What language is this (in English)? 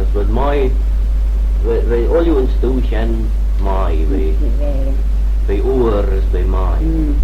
Manx